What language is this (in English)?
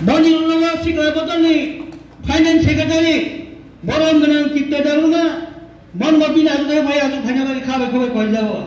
Kok Borok